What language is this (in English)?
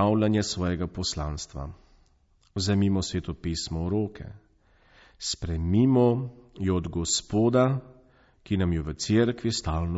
Slovenian